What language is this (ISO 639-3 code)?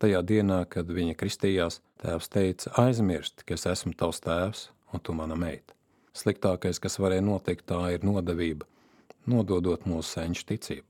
lav